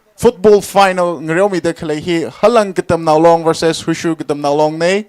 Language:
Tangkhul Naga (India)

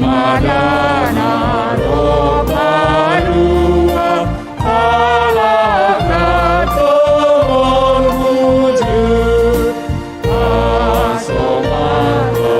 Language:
Batak Simalungun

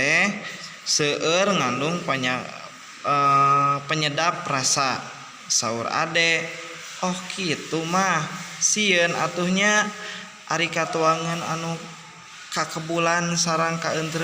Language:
Sundanese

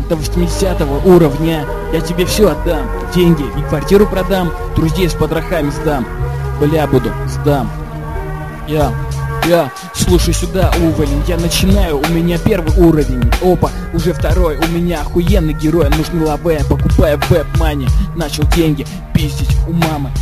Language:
Russian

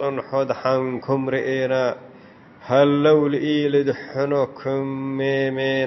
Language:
Tigre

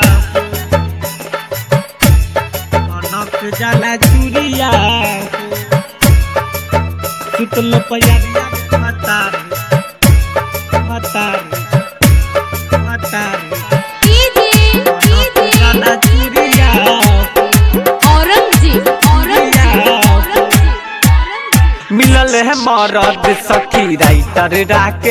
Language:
Bhojpuri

